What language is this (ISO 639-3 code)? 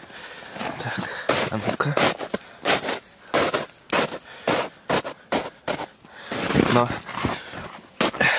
rus